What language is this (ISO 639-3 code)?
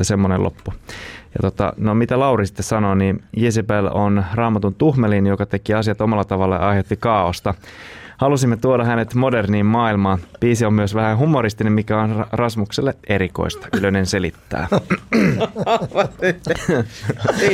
fin